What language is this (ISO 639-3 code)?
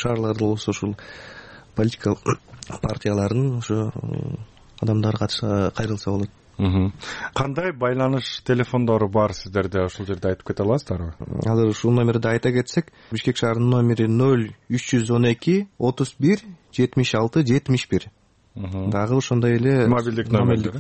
kir